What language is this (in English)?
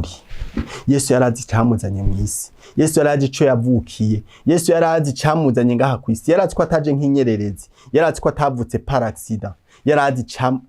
Rundi